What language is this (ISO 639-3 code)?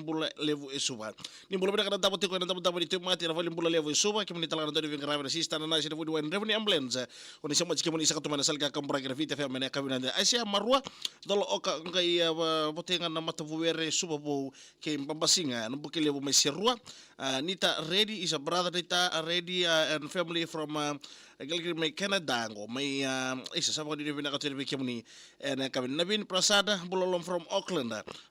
fij